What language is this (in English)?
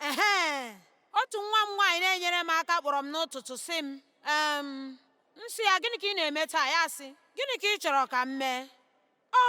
Igbo